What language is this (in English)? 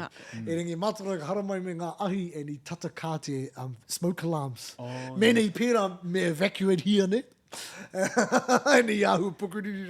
Māori